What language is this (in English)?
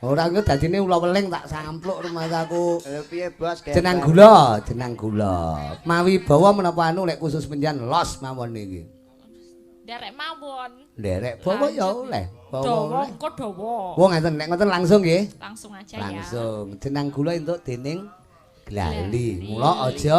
Javanese